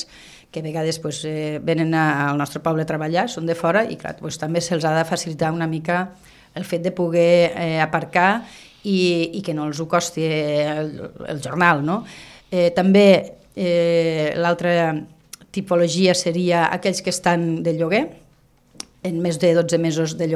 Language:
Catalan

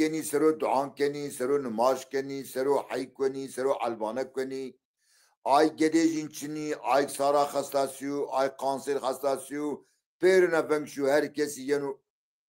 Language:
Zaza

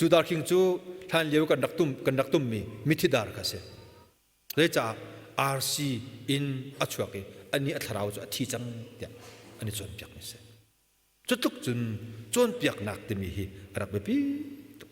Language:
Hakha Chin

